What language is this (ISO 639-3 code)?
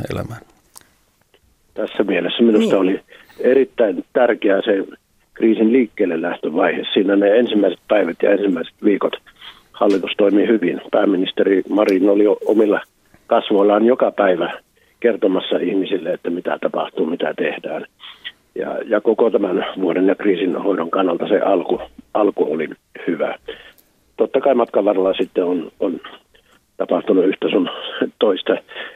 fin